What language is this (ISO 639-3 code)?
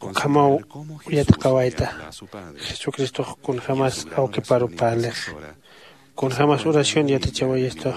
aym